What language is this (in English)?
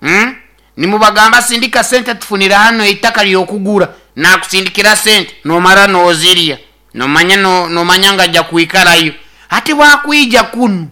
Nyoro